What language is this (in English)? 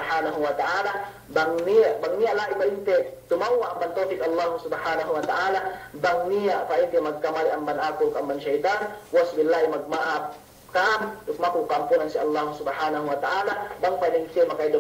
Yakan